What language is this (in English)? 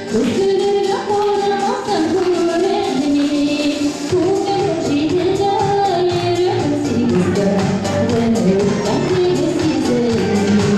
Bashkir